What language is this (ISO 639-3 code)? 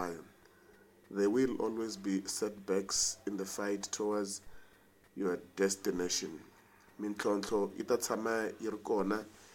tso